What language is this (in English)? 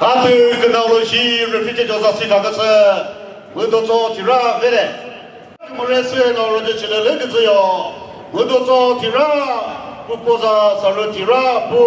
Chokri Naga